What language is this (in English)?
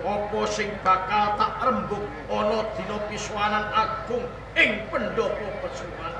Javanese